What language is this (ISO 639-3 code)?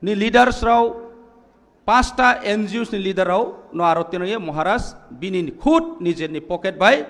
trp